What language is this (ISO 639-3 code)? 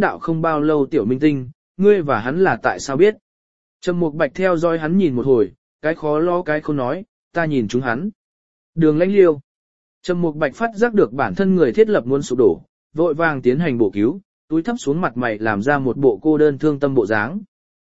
vie